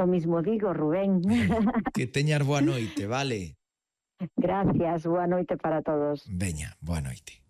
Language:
Galician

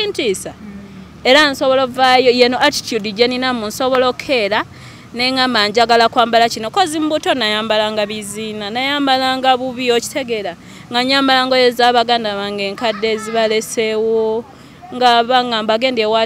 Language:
Ganda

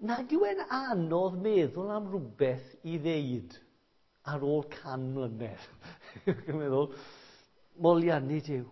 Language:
Welsh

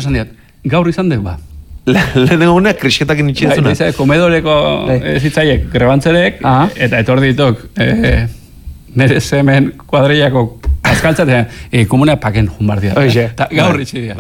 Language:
Basque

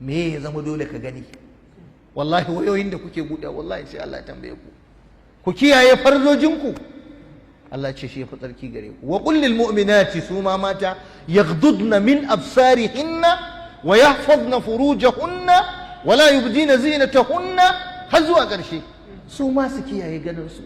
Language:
Hausa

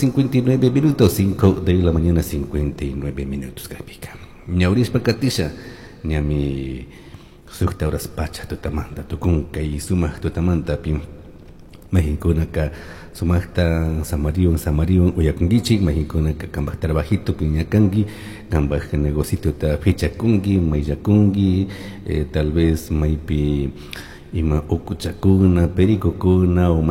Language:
Chimborazo Highland Quichua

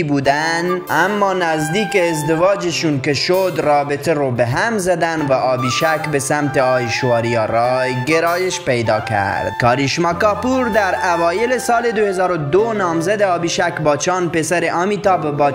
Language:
Persian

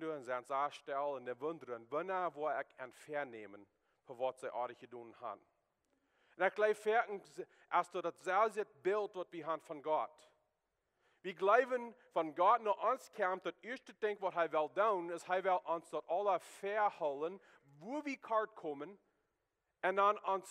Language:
Plautdietsch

